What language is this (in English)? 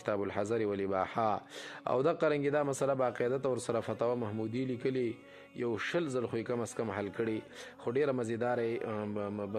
Pashto